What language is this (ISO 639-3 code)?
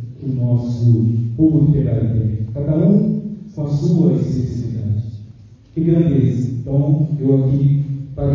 por